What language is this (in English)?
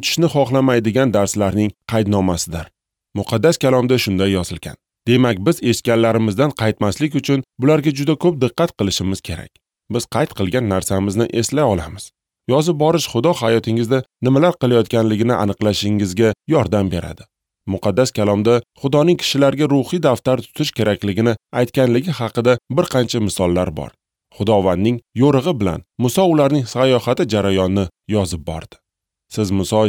Uzbek